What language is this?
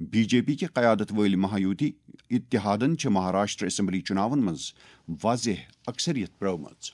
Kashmiri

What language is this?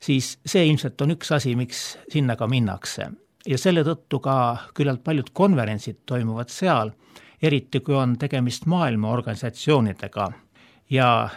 Estonian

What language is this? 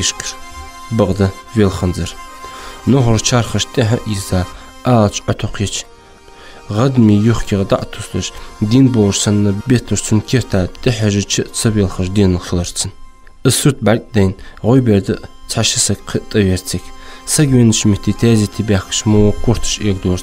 Ingush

